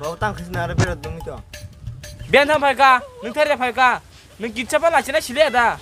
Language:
Kok Borok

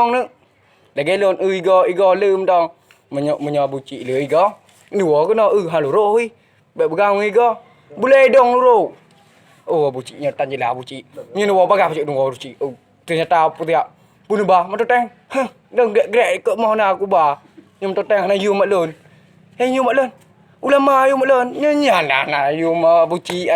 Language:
Achinese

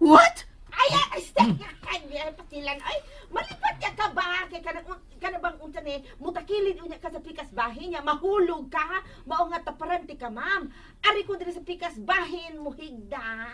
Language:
Cebuano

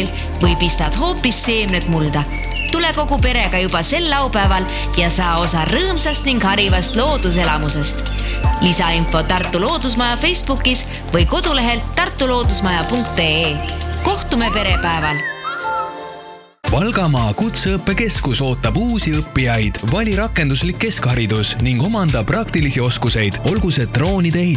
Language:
Estonian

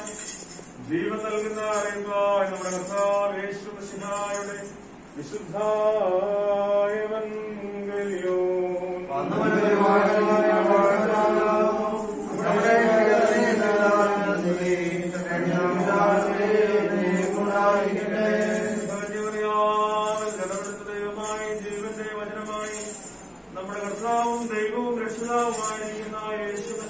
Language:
Malayalam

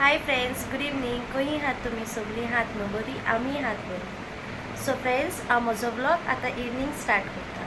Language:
Konkani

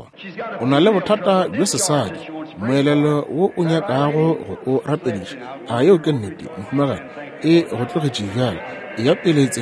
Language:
Northern Sotho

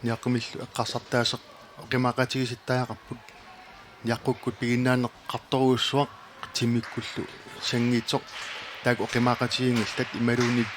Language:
Kalaallisut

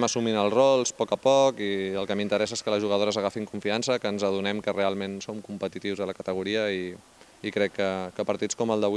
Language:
Catalan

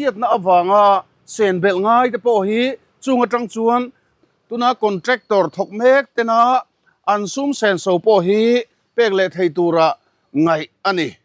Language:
Mizo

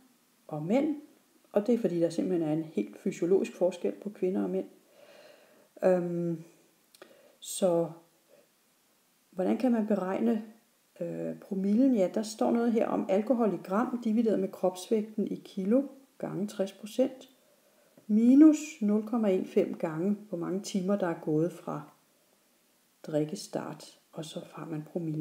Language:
Danish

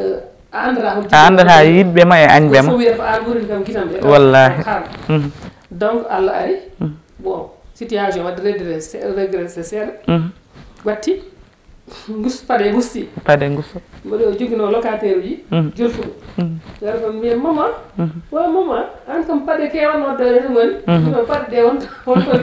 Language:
Fula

